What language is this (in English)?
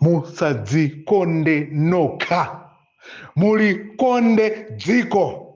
Nyanja